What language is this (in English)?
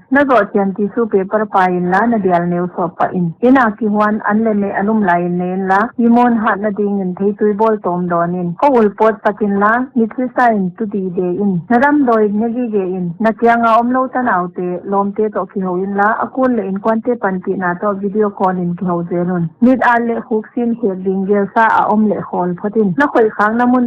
Paite Chin